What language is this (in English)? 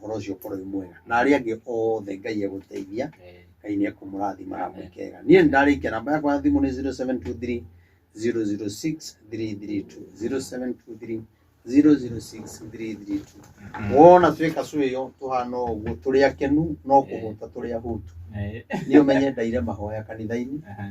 Kikuyu